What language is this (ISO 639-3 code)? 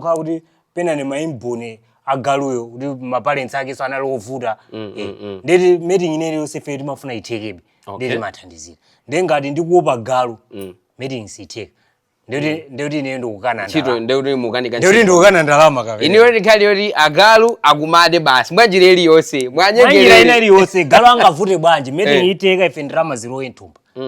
nya